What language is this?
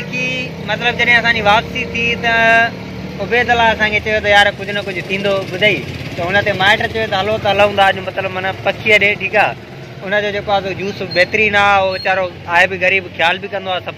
Sindhi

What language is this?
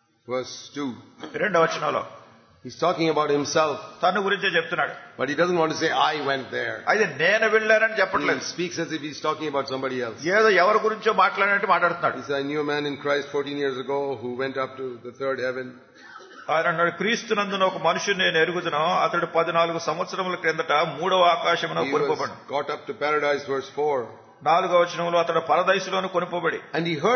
Telugu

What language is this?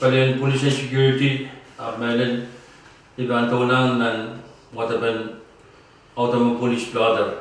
Pohnpeian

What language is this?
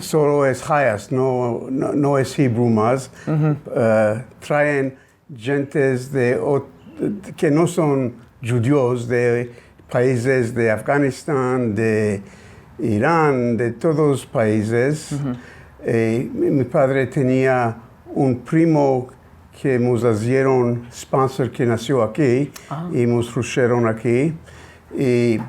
Ladino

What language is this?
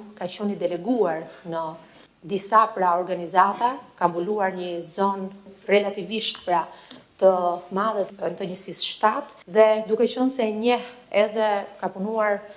Albanian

